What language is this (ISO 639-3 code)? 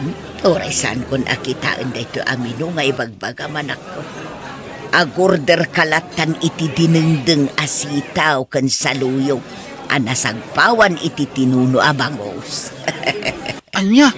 ilo